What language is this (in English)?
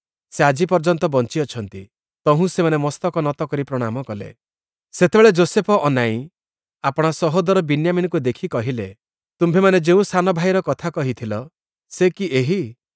Odia